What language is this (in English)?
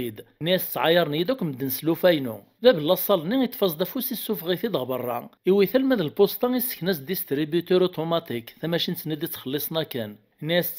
Kabyle